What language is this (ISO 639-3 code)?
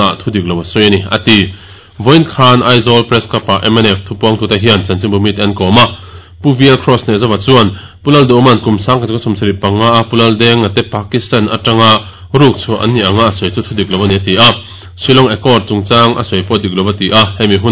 lus